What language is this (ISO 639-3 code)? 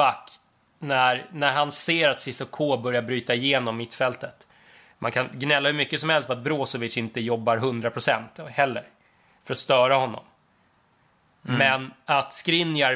swe